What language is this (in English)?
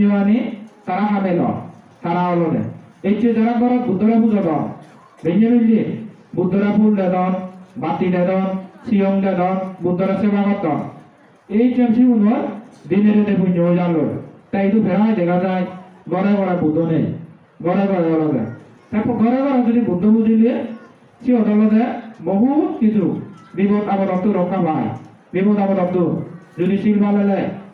Chakma